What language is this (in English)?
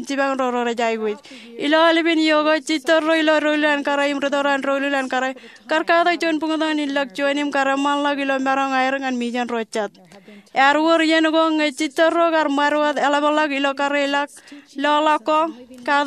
Marshallese